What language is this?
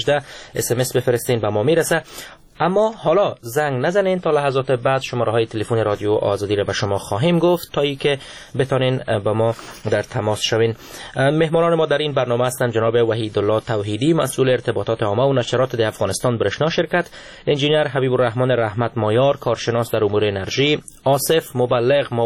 Persian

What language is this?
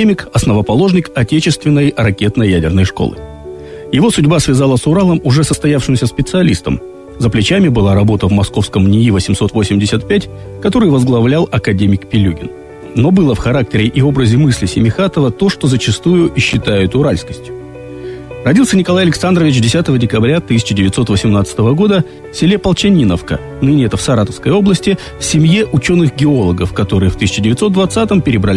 Russian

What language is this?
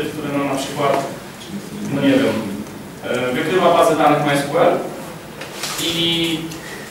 Polish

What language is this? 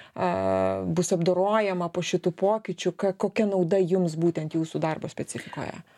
Lithuanian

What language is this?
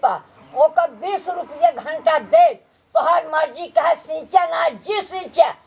Awadhi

